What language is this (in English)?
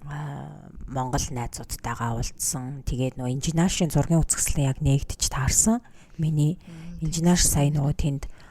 Mongolian